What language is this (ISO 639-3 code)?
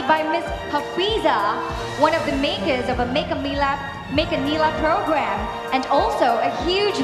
eng